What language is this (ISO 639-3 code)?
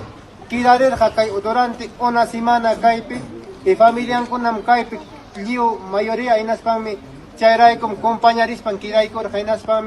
quy